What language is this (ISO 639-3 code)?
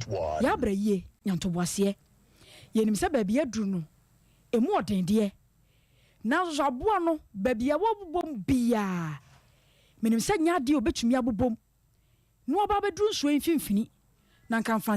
aka